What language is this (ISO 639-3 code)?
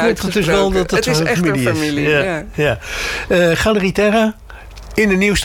nld